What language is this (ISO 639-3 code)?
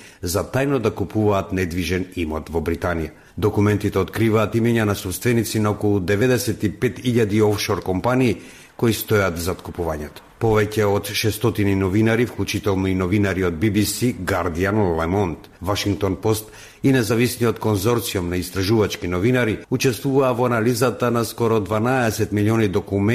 mkd